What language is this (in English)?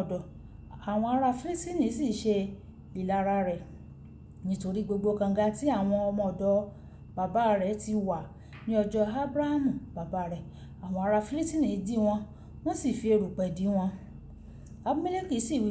Yoruba